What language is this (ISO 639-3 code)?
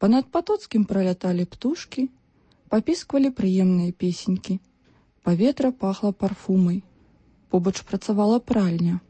bel